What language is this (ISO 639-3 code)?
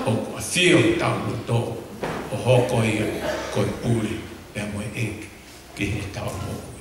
ton